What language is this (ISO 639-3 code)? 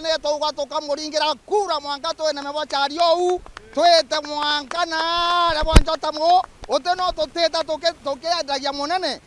mer